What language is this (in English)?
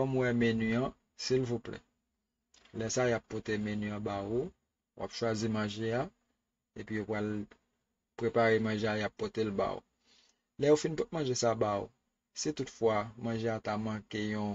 Haitian Creole